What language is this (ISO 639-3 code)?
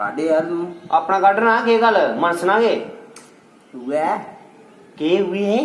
doi